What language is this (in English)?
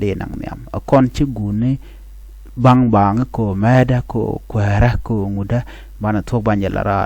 Nuer